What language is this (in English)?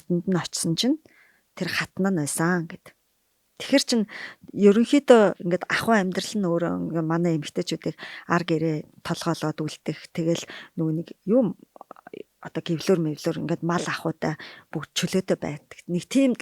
Mongolian